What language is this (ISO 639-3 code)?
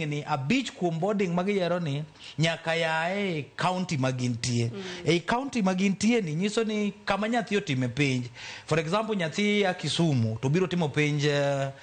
luo